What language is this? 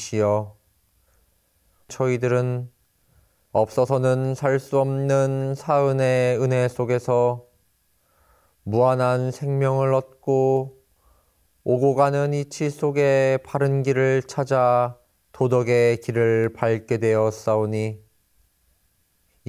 Korean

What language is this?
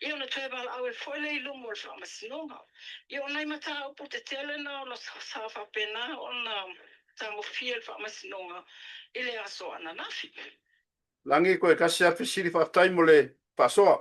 Samoan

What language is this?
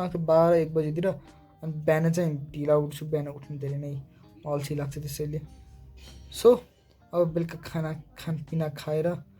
Nepali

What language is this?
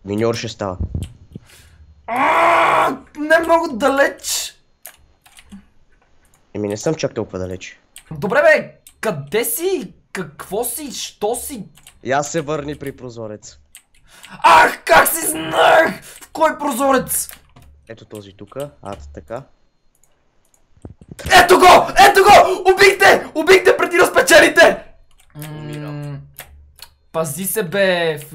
Bulgarian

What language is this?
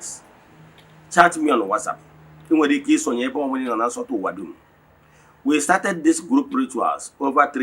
Igbo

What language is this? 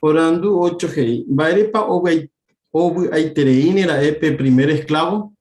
Guarani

